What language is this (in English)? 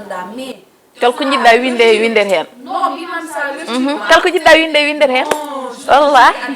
Fula